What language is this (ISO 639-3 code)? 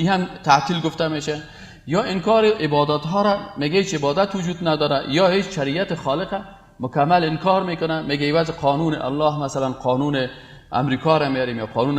fas